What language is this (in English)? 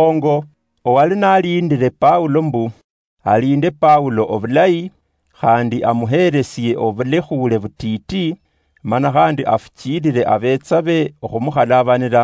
Luyia